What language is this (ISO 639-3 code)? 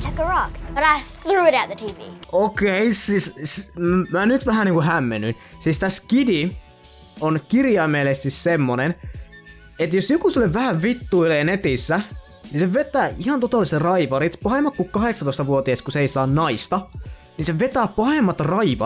fin